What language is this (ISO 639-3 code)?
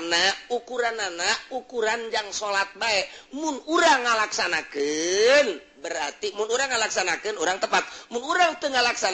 sun